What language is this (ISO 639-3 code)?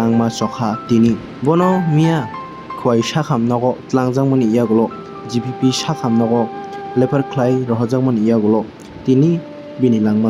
trp